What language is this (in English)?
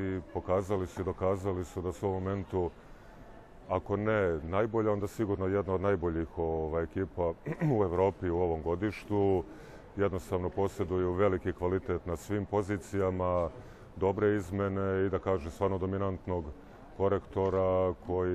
Serbian